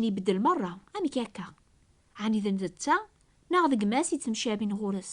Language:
Kabyle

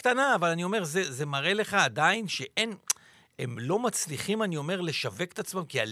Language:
Hebrew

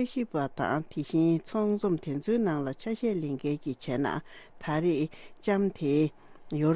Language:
Tibetan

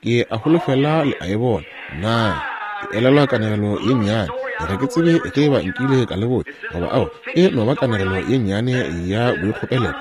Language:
Northern Sotho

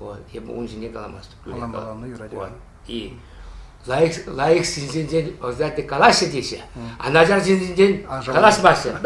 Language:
Chuvash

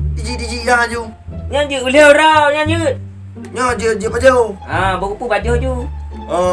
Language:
Achinese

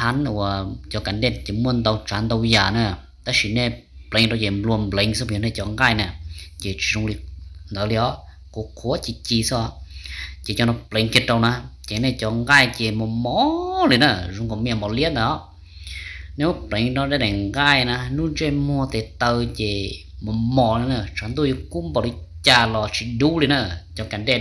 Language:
Hmong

